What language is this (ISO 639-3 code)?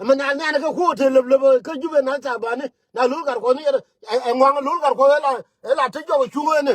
nus